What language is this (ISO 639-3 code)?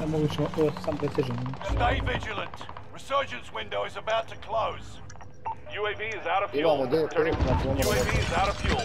bos